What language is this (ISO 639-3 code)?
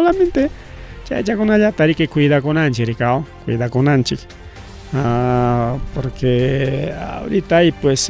quy